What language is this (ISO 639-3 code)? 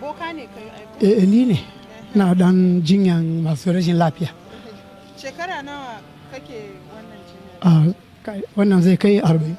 hau